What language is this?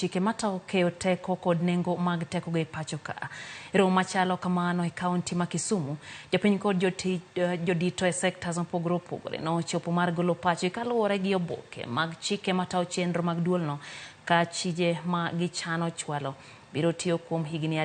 Luo (Kenya and Tanzania)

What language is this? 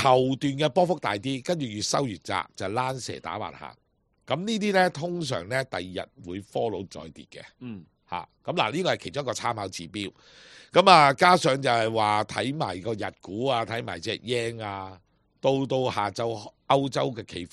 Cantonese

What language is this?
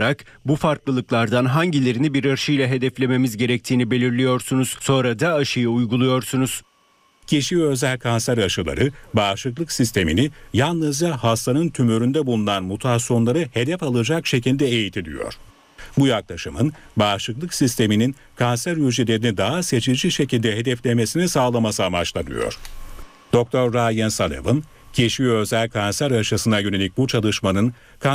Turkish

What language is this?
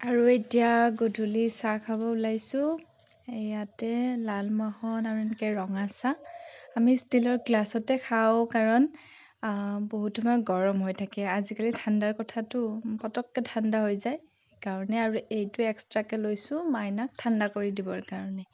Assamese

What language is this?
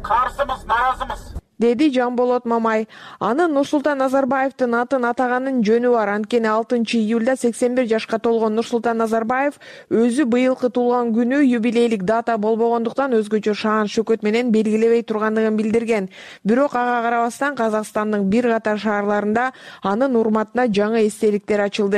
Kyrgyz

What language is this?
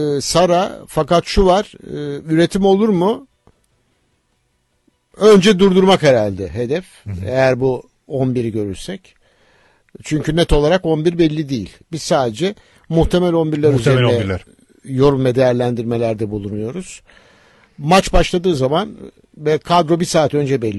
Turkish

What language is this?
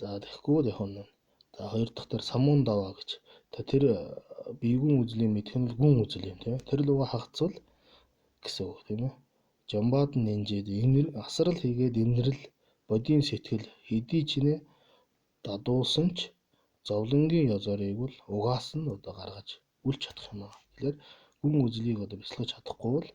Mongolian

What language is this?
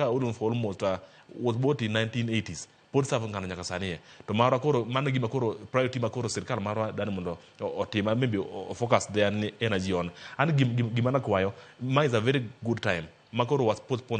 Luo (Kenya and Tanzania)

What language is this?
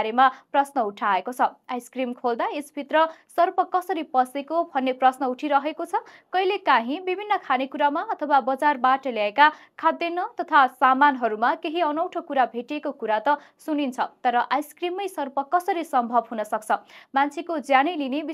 Nepali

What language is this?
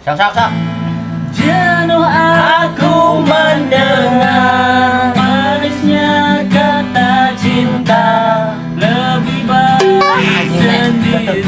Sundanese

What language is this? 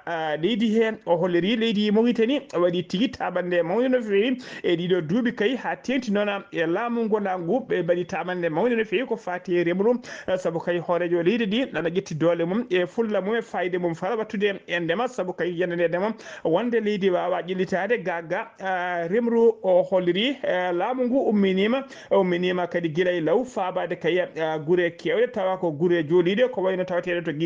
Fula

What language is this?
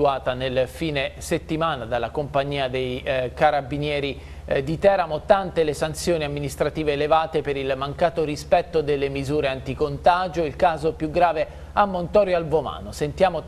Italian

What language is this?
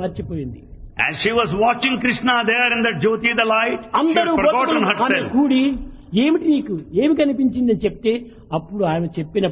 Telugu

